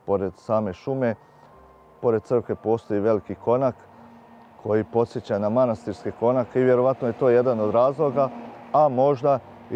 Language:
Serbian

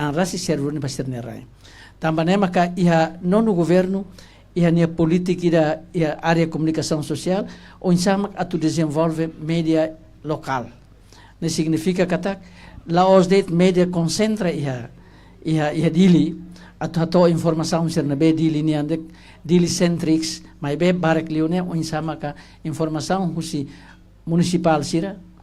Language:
Tetum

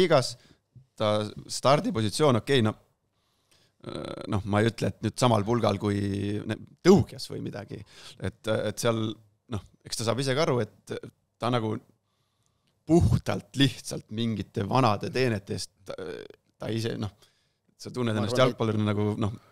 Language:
Estonian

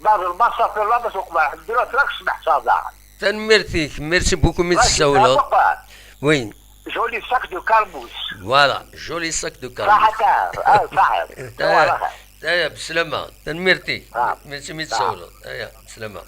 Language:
Kabyle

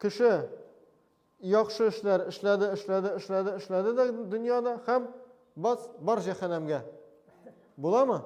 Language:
Tatar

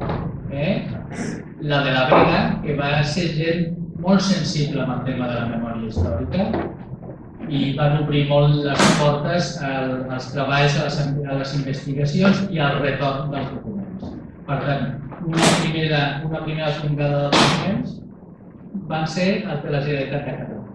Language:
Catalan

